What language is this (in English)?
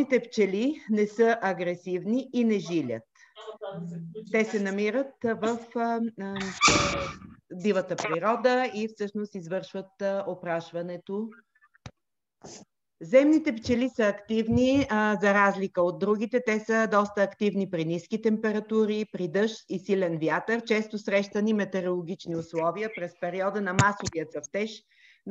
Bulgarian